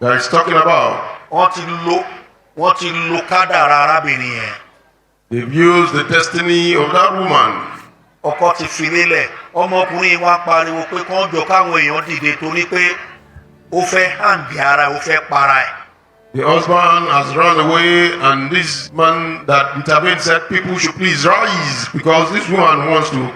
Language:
Yoruba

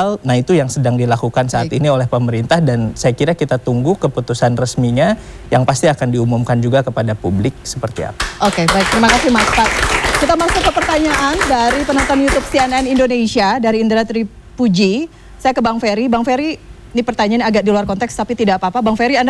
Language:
Indonesian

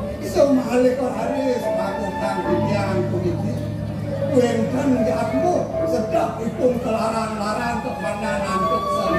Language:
Balinese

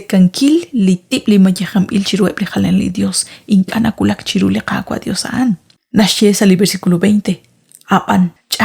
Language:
Kekchí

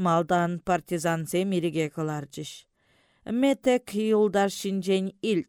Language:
Chuvash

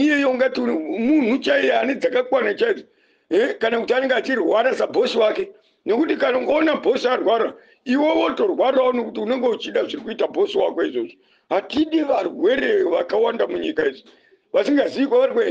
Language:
Shona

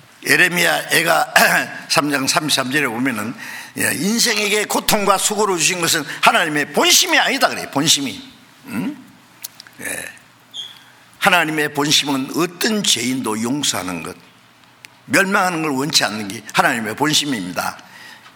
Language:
Korean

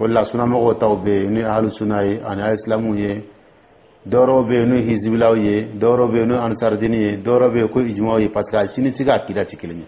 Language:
Dyula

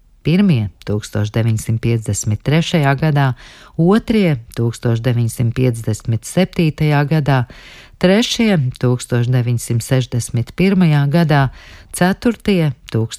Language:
Latvian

